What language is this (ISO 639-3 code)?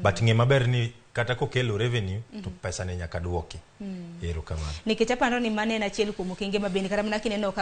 luo